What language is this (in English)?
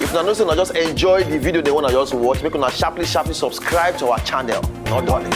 Nigerian Pidgin